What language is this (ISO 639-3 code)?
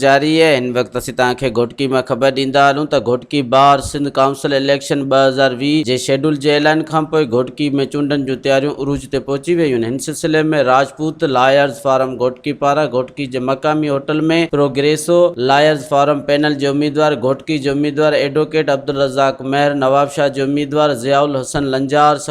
snd